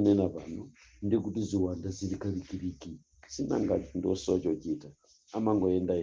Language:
Nyanja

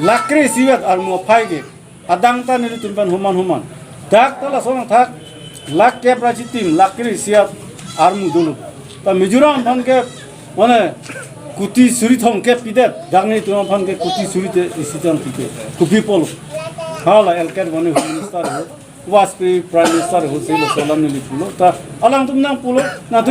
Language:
Karbi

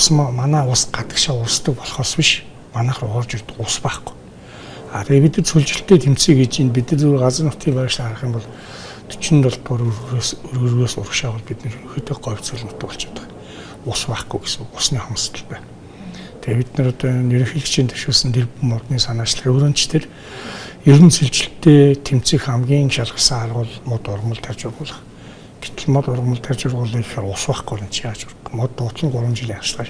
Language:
Mongolian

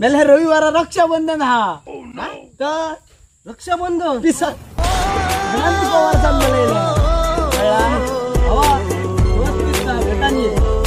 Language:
Konkani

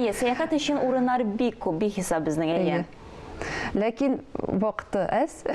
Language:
Tatar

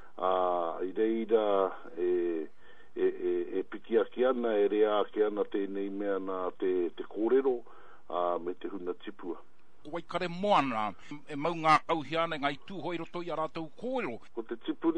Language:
Māori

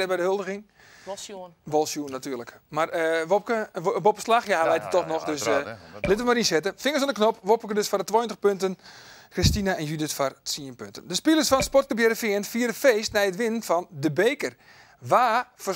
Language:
Western Frisian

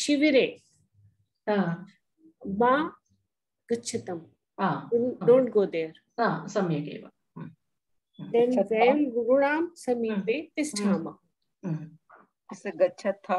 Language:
Sanskrit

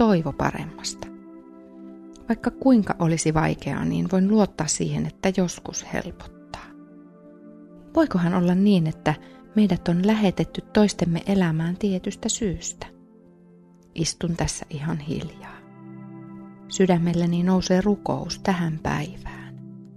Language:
Finnish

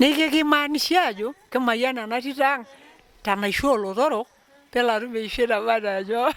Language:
Masai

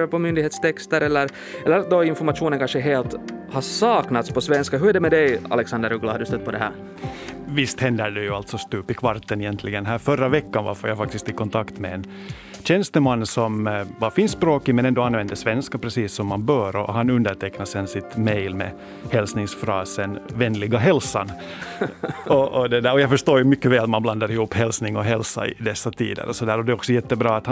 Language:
Swedish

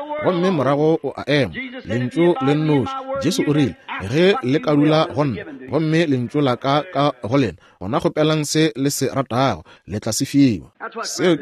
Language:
Northern Sotho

